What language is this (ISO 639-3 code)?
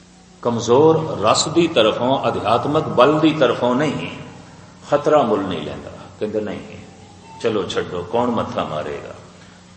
pan